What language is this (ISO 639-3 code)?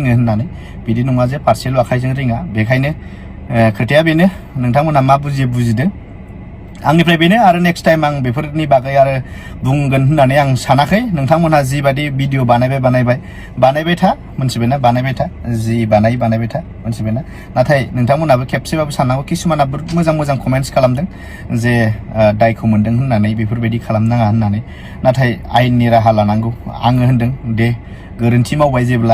brx